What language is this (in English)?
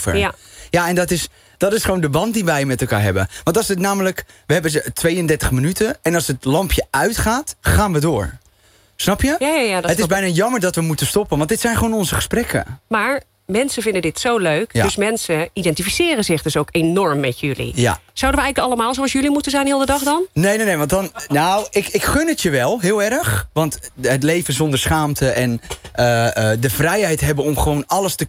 Dutch